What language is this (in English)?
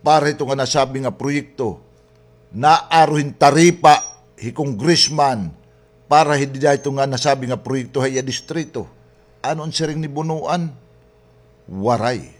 Waray